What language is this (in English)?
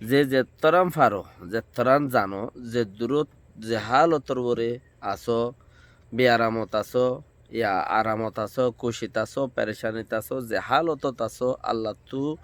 Rohingya